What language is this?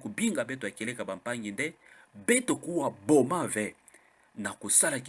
Kituba (Democratic Republic of Congo)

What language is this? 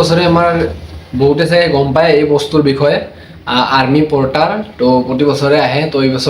Assamese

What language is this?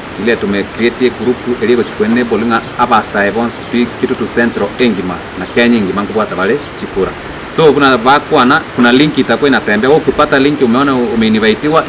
Gusii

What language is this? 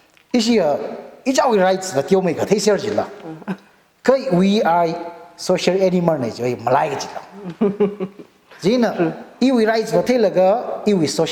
Tangkhul Naga (India)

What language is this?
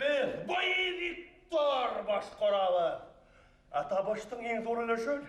Bashkir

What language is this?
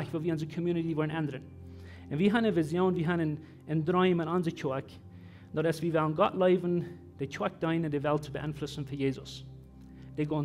Plautdietsch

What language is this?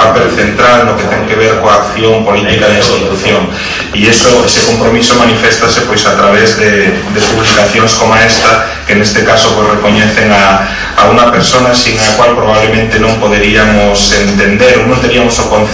Galician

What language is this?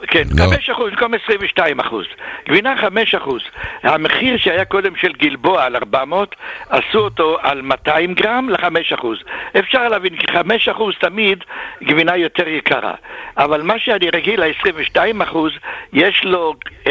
Hebrew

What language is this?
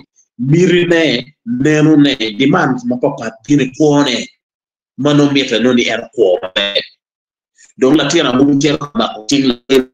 Acoli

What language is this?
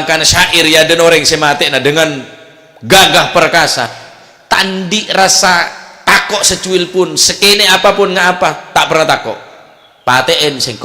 Madurese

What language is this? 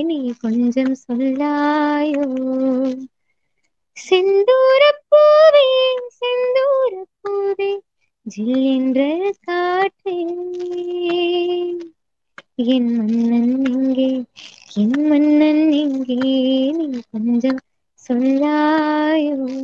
Tamil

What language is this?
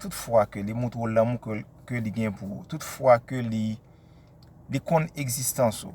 Haitian Creole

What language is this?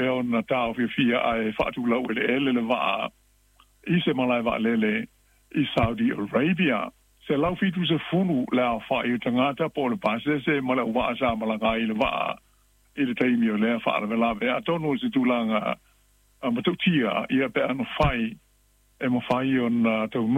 Samoan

